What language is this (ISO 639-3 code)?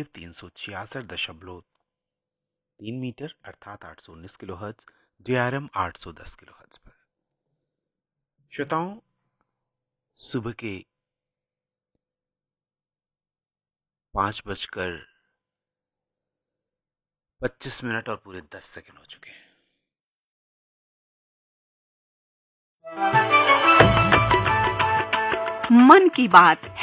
hin